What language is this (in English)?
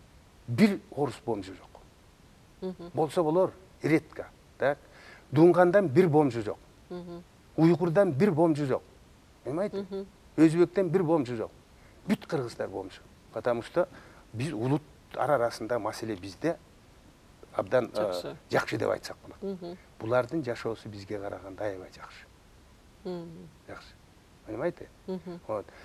Kyrgyz